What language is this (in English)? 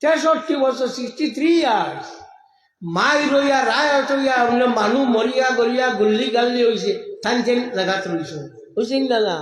Sylheti